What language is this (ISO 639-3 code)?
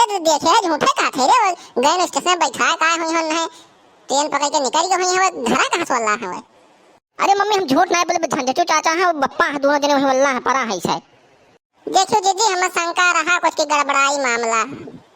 awa